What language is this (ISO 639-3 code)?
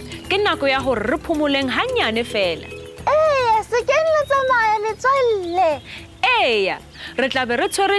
sot